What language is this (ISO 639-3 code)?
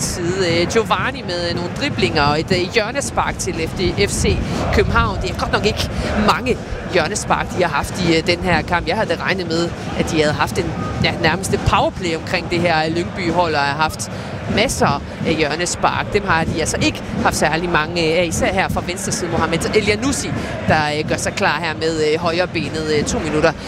dan